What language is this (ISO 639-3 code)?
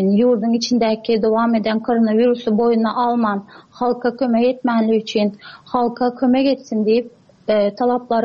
tuk